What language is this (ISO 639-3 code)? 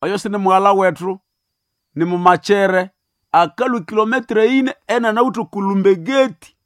nnb